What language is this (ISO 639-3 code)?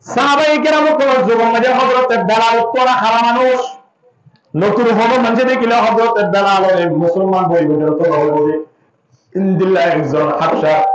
rhg